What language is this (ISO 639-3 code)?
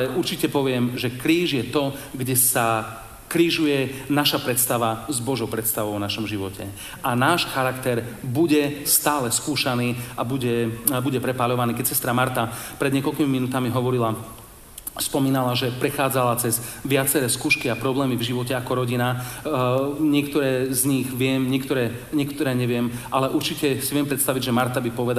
slk